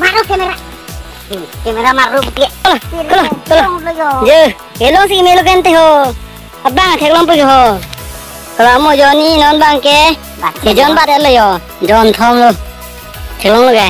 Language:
Karbi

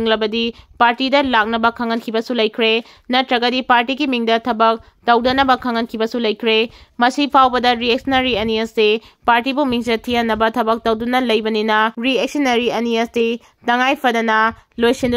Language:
Manipuri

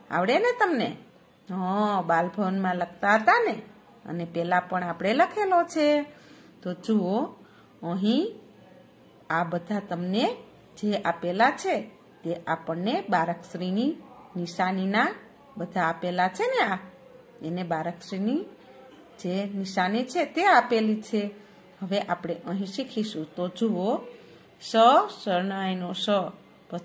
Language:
Gujarati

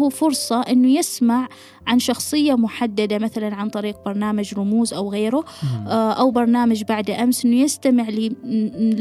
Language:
Gulf Arabic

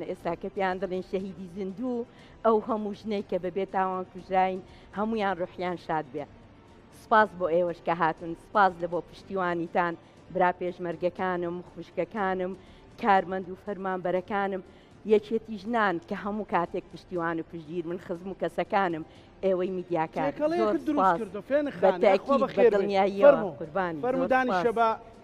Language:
Central Kurdish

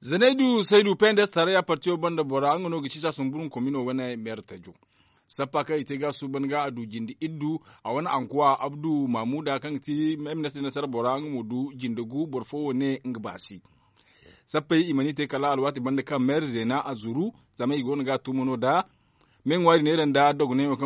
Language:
Zarma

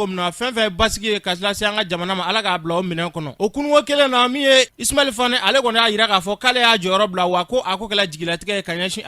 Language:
Bambara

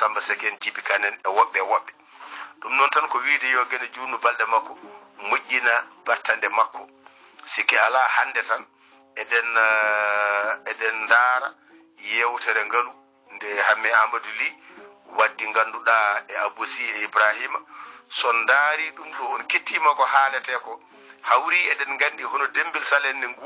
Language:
Fula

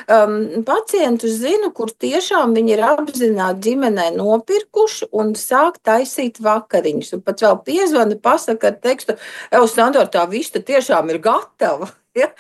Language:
Latvian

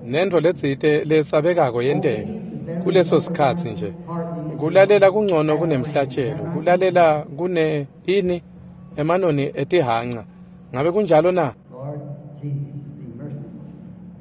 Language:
Swati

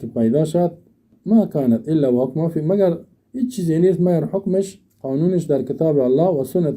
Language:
Persian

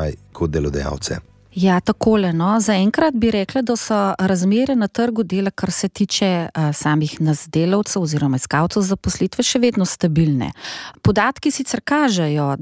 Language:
Slovenian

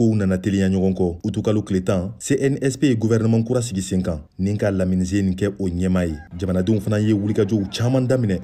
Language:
Bambara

